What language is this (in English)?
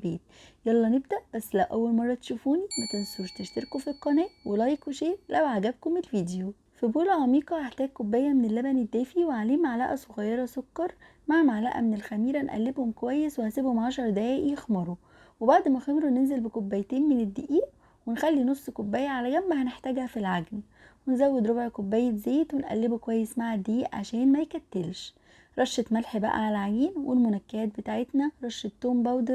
Egyptian Arabic